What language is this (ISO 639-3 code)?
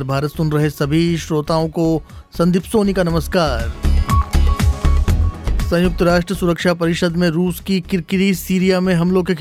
hin